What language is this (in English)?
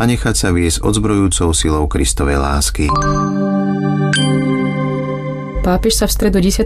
Slovak